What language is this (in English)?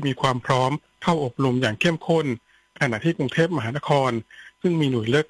Thai